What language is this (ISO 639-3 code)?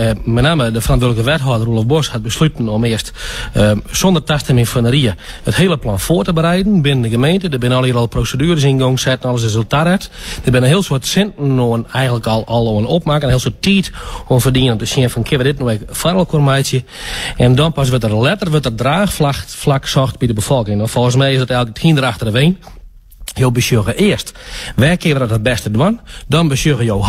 fry